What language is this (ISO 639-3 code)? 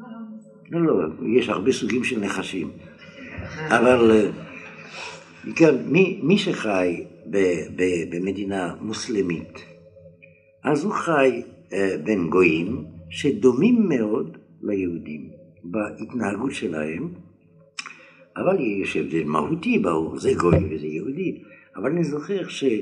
heb